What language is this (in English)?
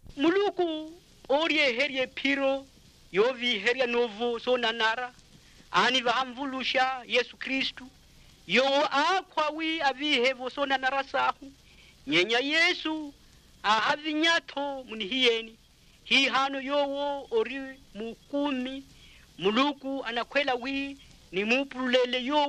Makhuwa